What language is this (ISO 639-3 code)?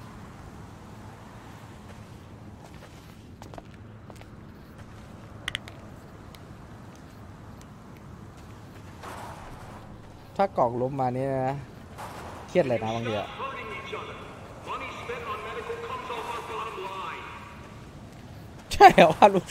tha